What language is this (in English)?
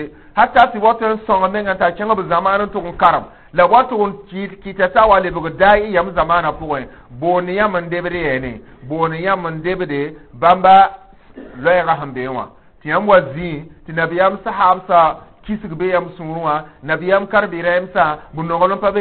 Mossi